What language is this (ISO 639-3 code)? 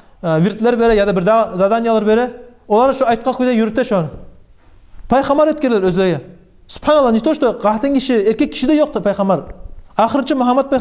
kum